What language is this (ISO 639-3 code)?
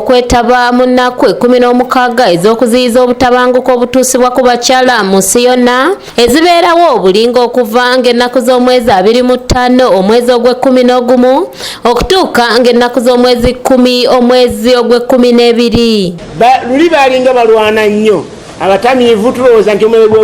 lug